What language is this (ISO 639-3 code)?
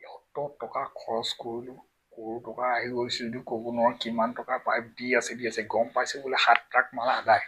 asm